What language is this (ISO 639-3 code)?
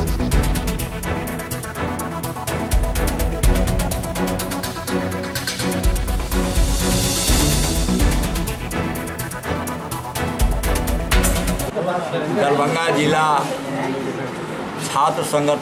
hin